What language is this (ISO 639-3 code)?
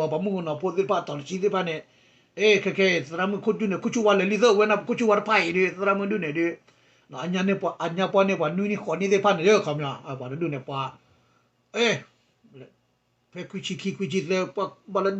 ksw